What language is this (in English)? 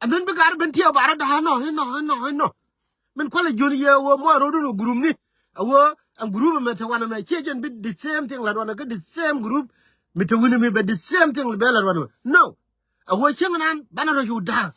Nuer